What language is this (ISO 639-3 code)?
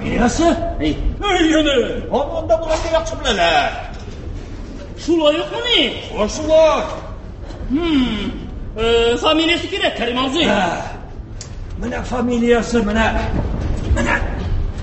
tat